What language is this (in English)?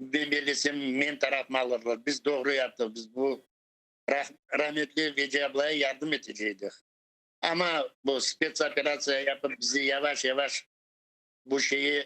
Crimean Tatar